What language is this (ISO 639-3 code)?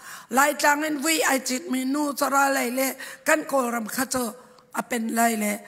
cnh